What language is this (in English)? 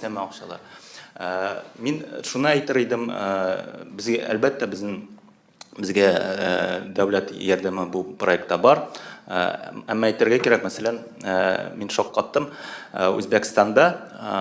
Tatar